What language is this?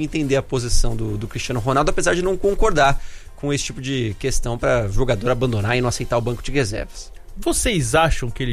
Portuguese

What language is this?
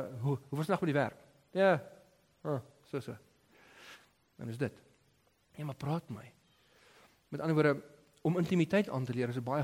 Afrikaans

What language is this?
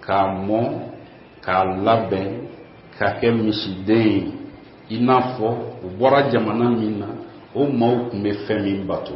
Bambara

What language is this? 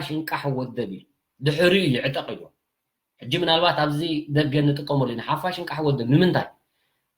Tigrinya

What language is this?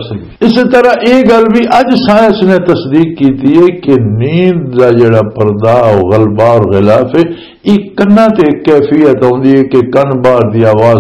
Western Panjabi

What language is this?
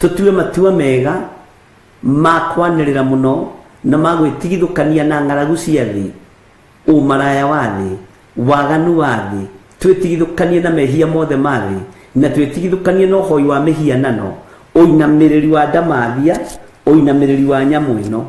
Kikuyu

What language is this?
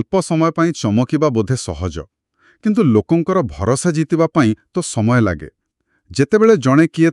Odia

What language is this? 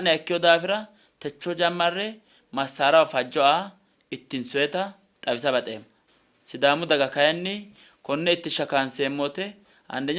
Sidamo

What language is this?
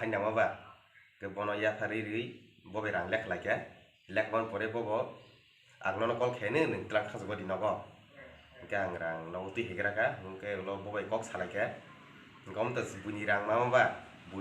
Kok Borok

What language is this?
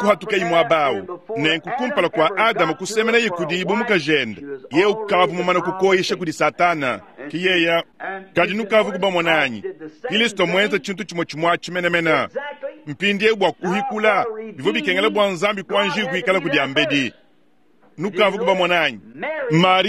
Luba-Lulua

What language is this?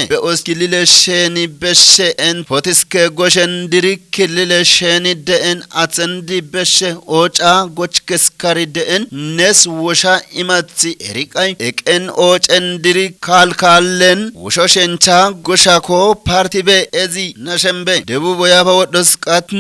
Kafa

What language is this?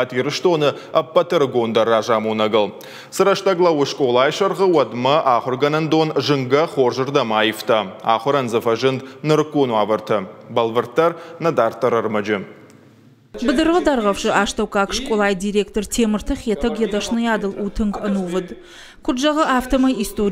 Ossetic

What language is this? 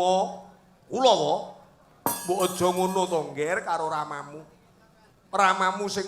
Javanese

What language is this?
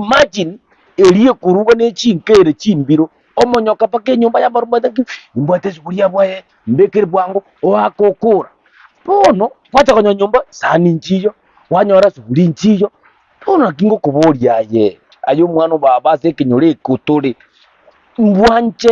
Gusii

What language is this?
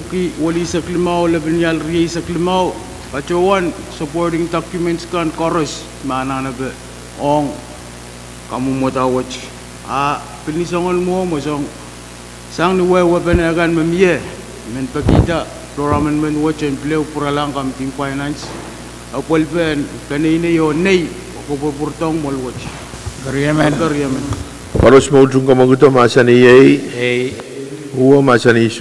Pohnpeian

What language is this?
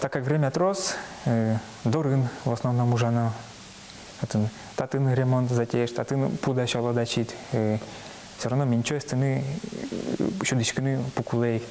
Udmurt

